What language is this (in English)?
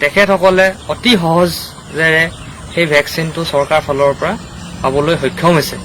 Assamese